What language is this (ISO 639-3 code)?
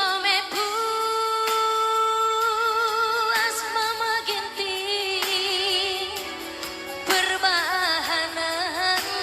btx